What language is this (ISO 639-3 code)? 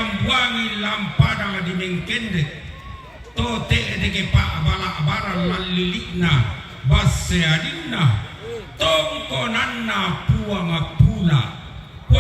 sda